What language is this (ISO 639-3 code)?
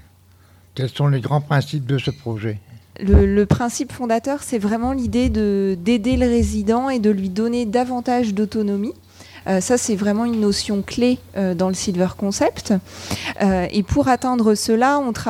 fra